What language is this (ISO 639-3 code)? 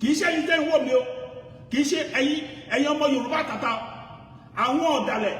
yor